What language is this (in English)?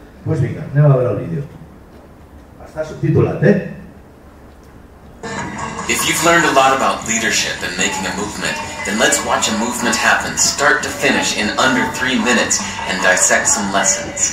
Catalan